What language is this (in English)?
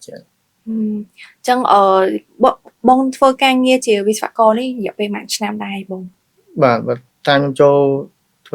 Khmer